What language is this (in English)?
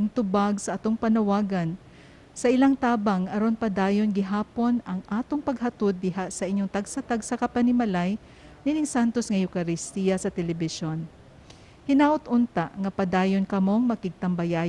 Cebuano